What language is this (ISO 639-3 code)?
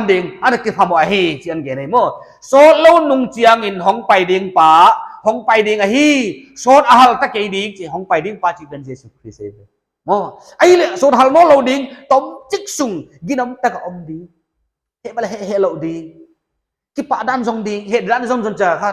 pck